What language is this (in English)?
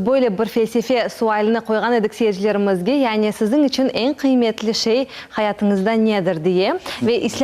Crimean Tatar